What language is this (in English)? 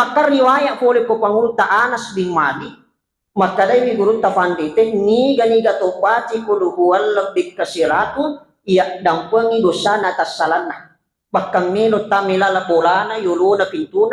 Buginese